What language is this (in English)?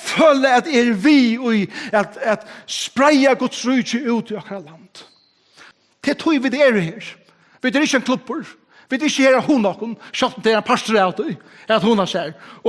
Faroese